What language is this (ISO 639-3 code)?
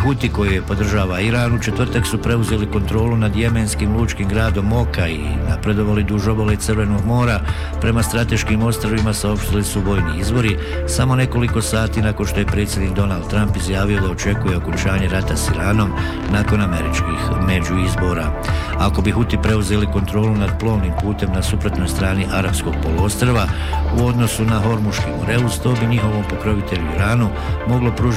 bos